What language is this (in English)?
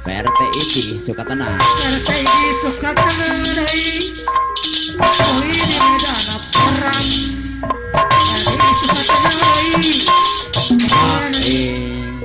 Sundanese